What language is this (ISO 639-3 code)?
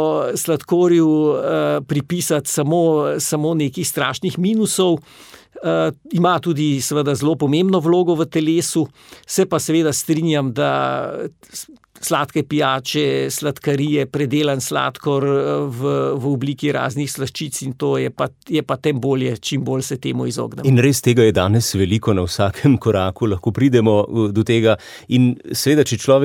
slv